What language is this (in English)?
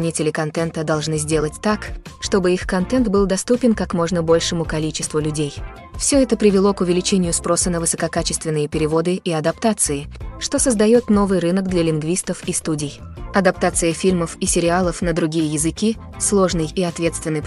Russian